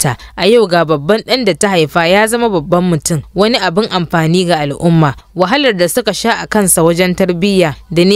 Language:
Hausa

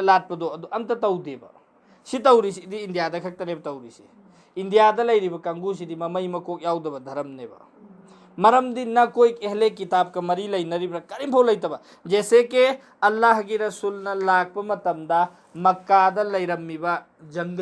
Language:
Manipuri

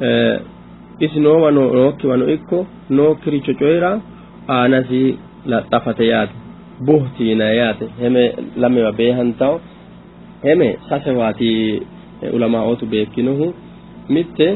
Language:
Sidamo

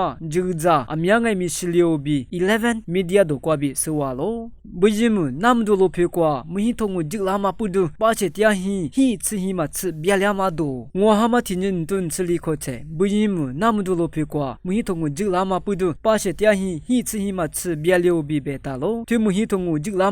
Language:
Lisu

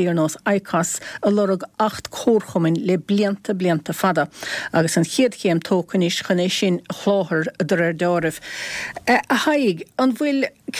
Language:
Irish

